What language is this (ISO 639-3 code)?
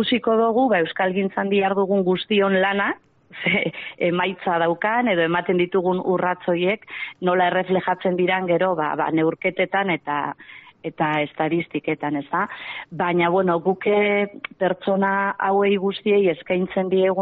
eus